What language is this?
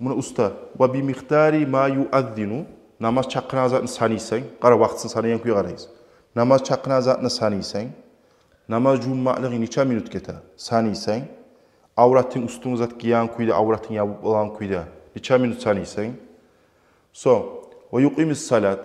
Kumyk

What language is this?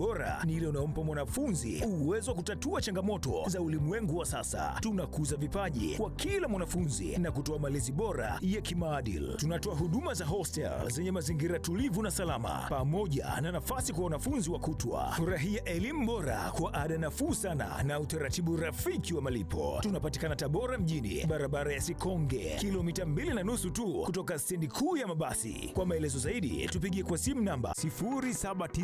Swahili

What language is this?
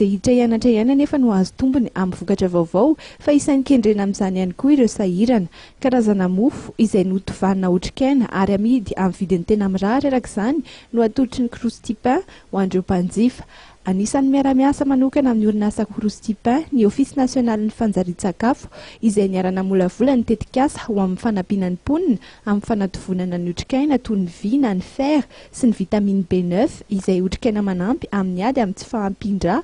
Malagasy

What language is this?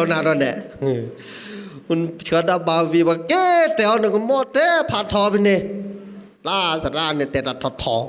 S'gaw Karen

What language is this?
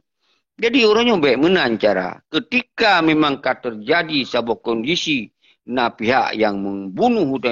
Achinese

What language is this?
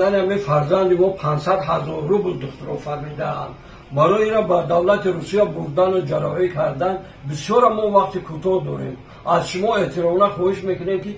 Tajik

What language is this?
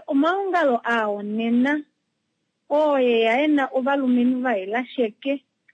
Kuanyama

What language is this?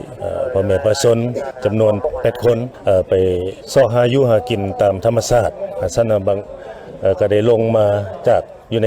Lao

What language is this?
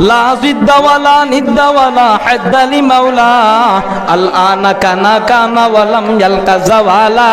Sylheti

